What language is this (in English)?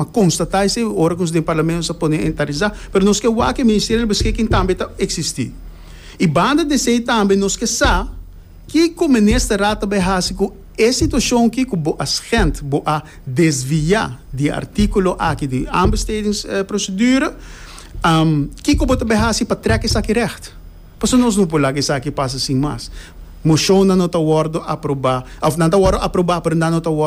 Papiamento